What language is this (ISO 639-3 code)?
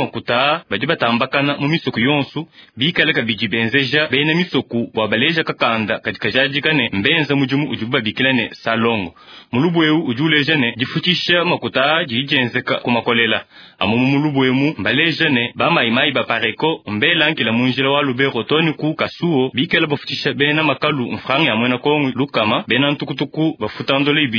lua